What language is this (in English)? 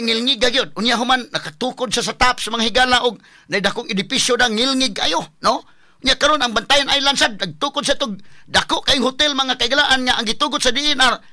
Cebuano